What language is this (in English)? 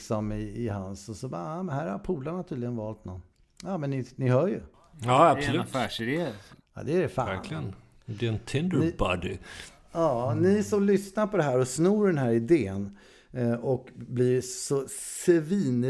Swedish